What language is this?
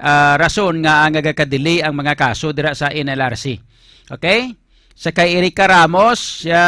Hiligaynon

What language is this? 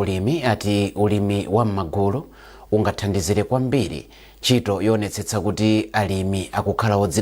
Nyanja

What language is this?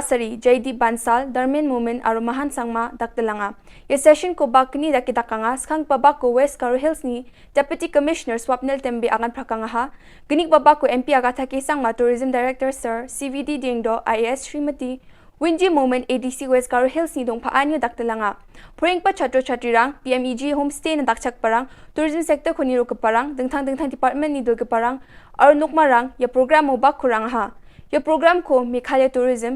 Garo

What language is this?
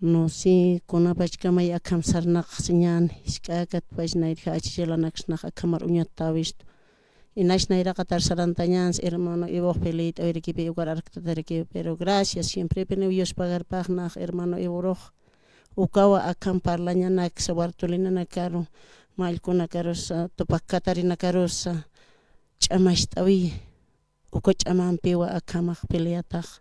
Aymara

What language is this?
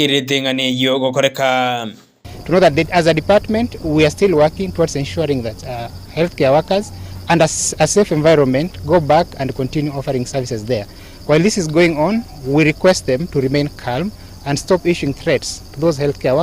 Gusii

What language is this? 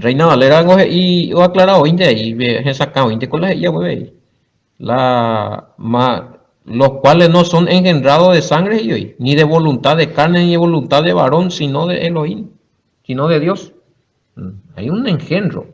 Guarani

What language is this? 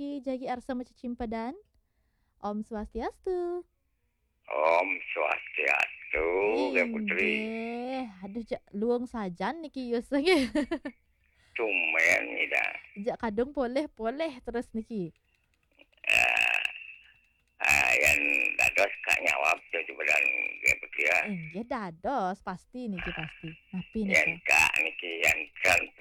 Balinese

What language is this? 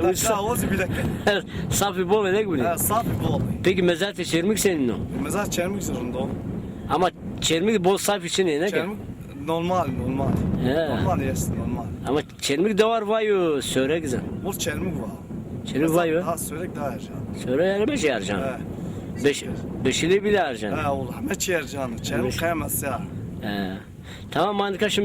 Zaza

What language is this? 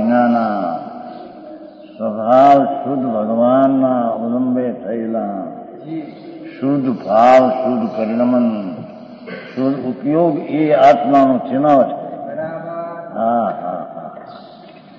Gujarati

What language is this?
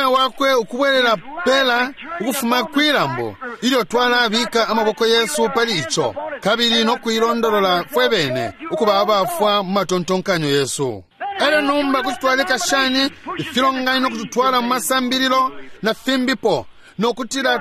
Bemba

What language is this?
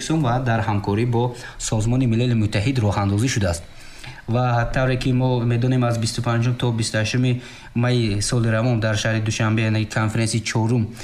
Persian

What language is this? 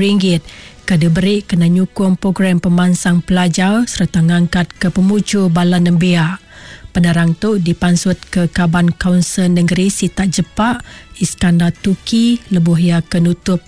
Iban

